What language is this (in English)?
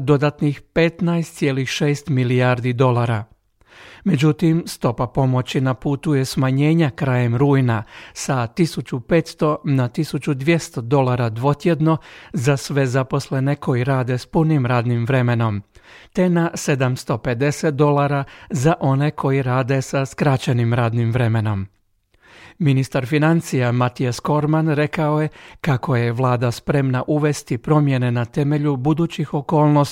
Croatian